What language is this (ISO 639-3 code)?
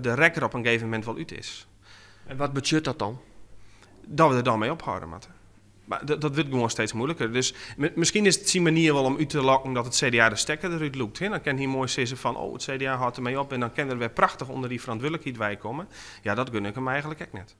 fry